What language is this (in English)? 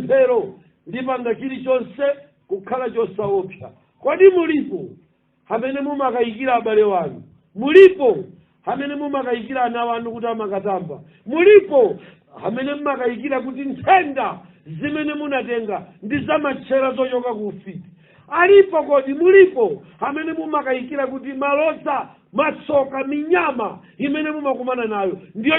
Nyanja